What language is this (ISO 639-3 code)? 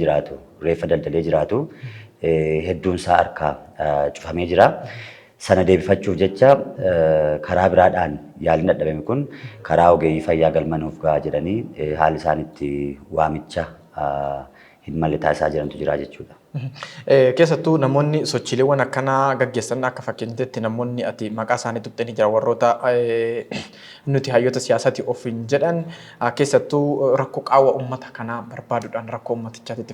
orm